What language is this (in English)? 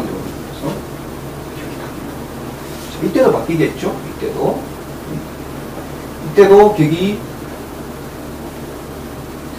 Korean